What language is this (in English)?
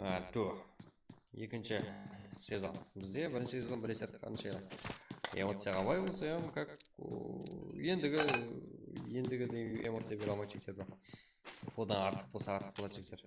Kara-Kalpak